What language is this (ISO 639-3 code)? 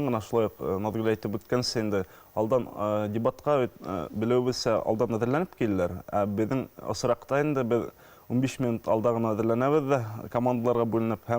bak